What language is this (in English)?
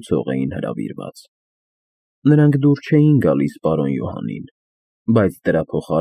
Armenian